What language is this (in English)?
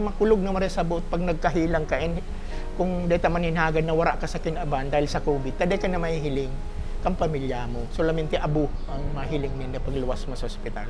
Bikol